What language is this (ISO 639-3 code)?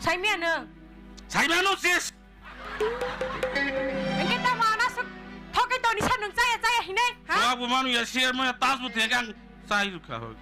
trp